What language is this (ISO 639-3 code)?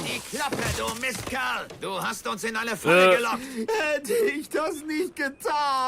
bar